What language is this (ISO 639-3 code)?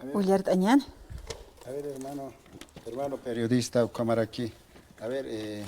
aym